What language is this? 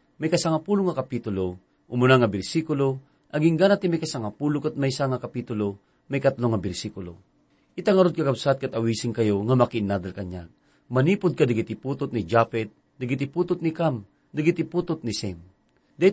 Iloko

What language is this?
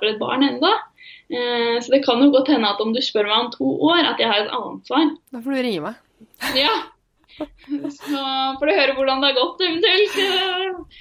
Norwegian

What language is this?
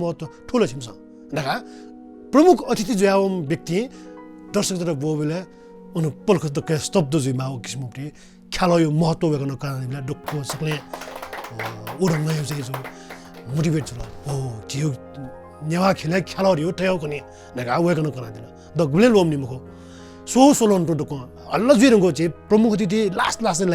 Newari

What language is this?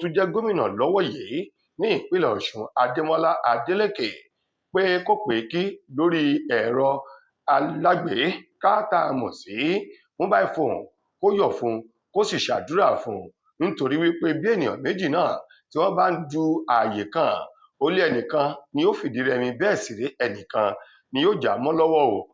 Yoruba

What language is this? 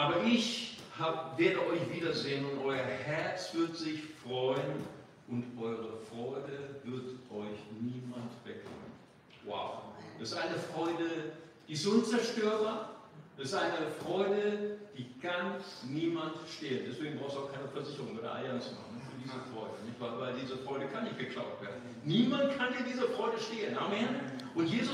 German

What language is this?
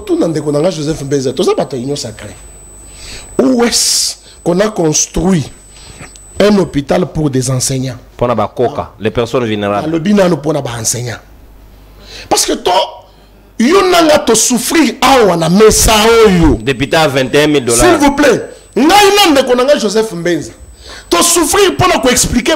French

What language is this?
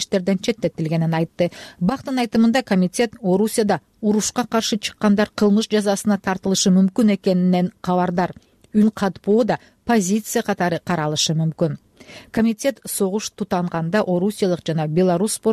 Kyrgyz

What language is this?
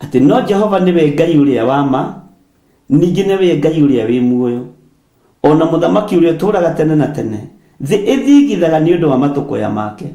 Kikuyu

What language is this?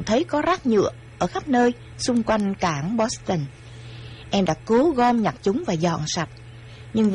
Vietnamese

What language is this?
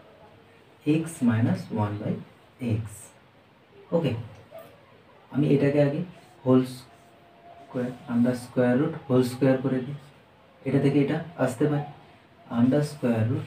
Bangla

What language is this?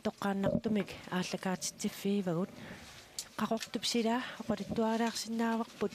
Kalaallisut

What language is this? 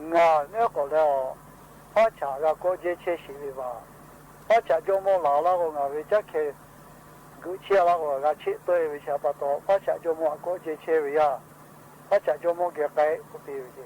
Lahu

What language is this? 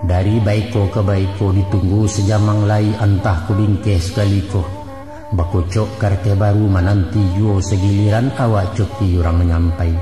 Minangkabau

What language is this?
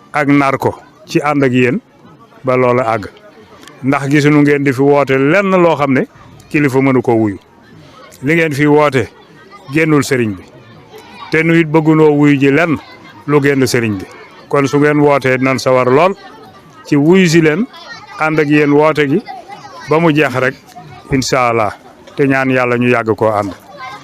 Wolof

